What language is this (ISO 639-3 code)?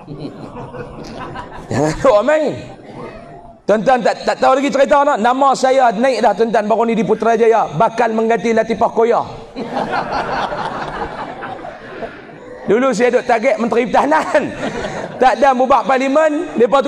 msa